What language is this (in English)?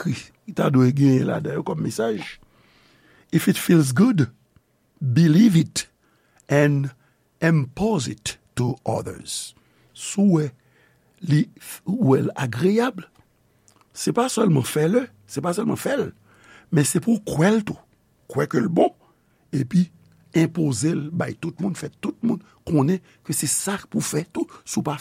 Haitian Creole